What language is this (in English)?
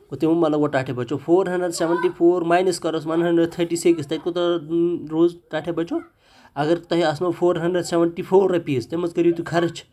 Kashmiri